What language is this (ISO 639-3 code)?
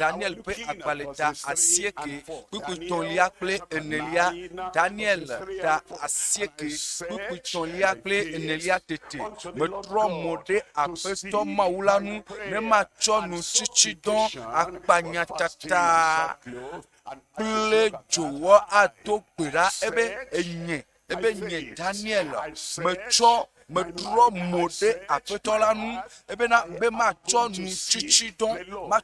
ewe